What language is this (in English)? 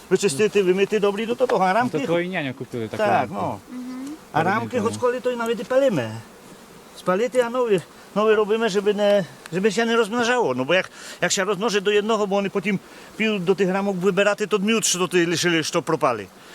Rusyn